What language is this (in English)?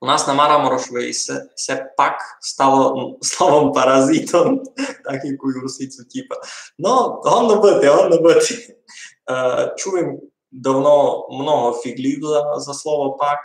Rusyn